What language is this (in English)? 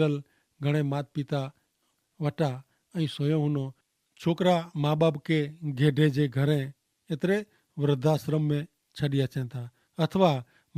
Kachhi